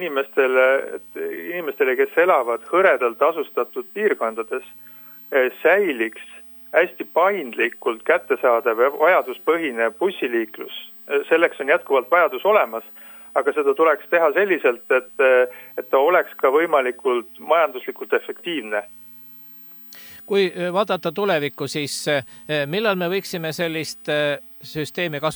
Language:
Estonian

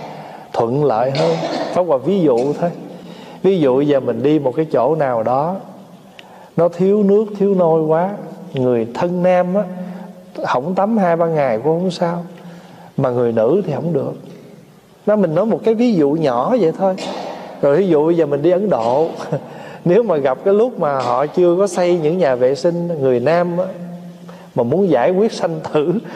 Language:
Vietnamese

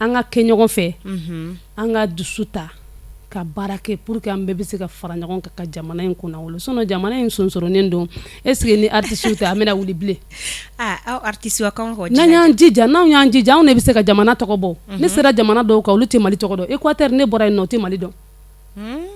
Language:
Bambara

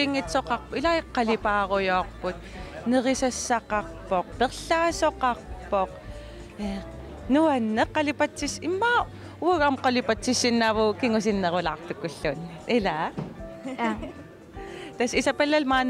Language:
Kalaallisut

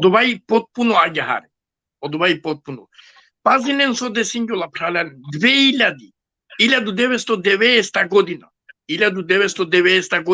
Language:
Balkan Romani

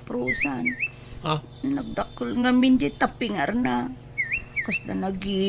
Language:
Iloko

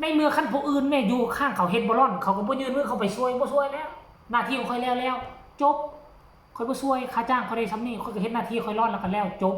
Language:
Northeastern Thai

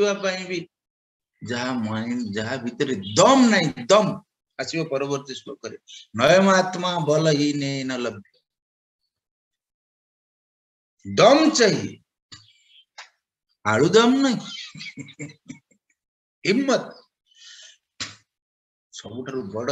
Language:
Odia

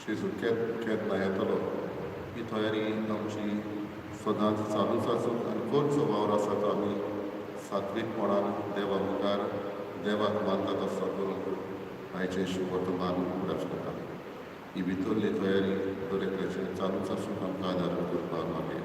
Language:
Konkani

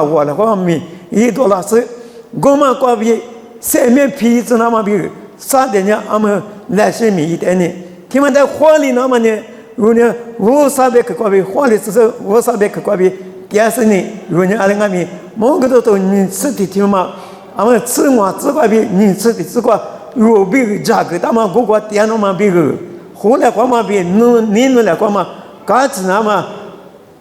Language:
Lisu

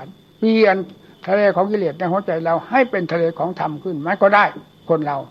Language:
Thai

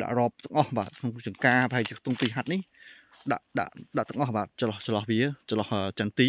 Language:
Khmer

